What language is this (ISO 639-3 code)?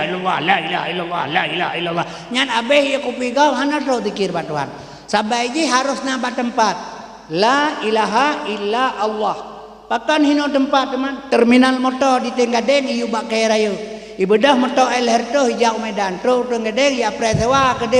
ace